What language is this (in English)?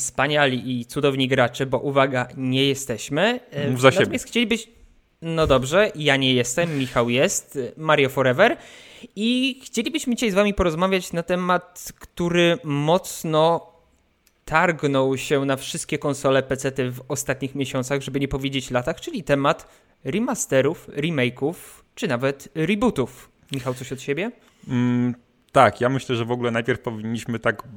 Polish